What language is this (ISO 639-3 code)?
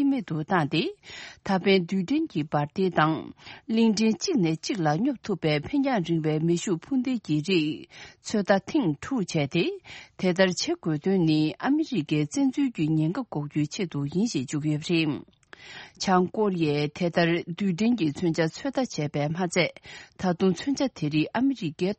bod